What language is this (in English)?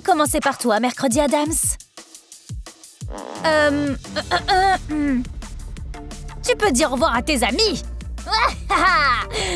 French